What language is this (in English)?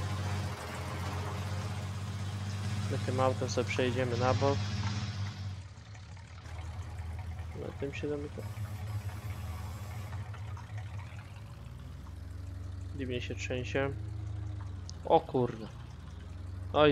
Polish